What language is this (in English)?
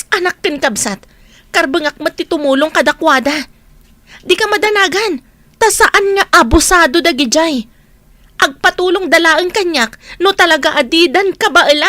Iloko